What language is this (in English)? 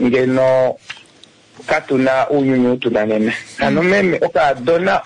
Kuanyama